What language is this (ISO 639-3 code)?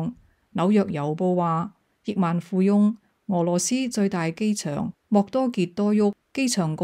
yue